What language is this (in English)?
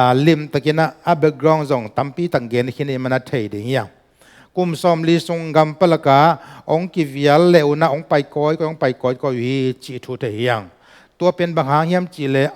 Tedim Chin